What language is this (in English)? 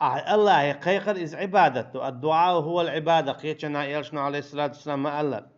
Chechen